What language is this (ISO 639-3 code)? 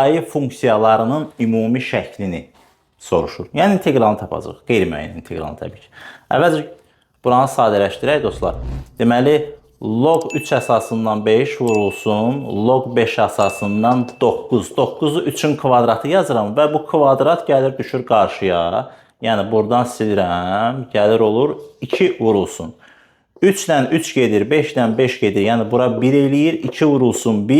aze